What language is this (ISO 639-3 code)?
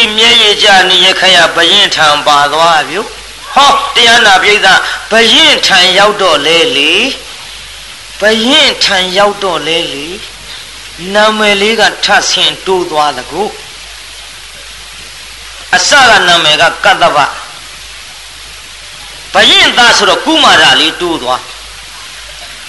mya